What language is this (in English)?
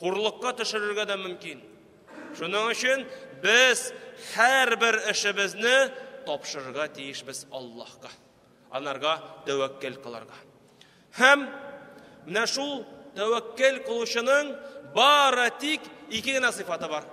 Tatar